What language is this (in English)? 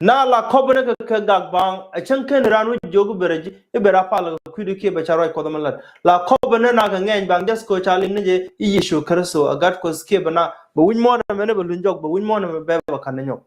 Nuer